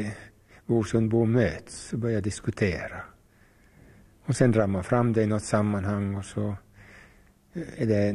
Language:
Swedish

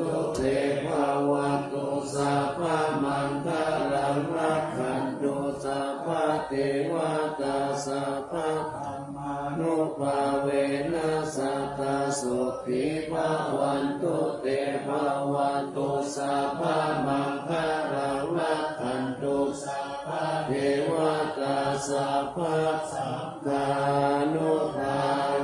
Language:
Pali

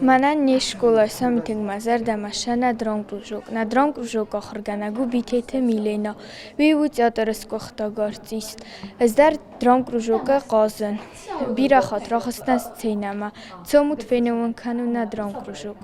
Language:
Ossetic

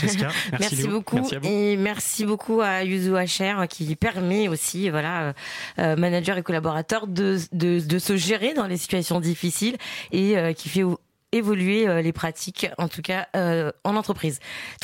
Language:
French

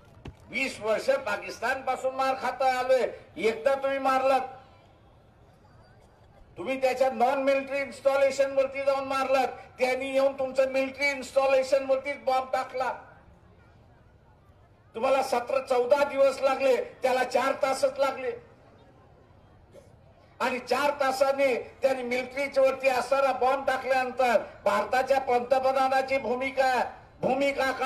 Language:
Marathi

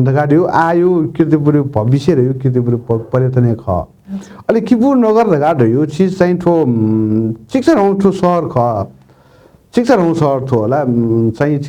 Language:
Newari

